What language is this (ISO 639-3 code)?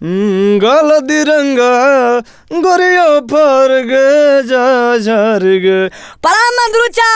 mag